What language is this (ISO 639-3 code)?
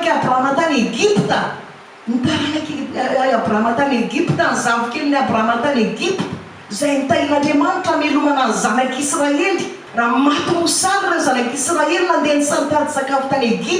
mlg